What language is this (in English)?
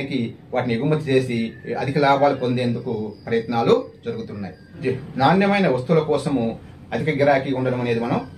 Telugu